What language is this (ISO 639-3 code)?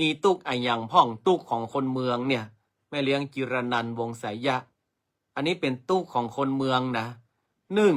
nod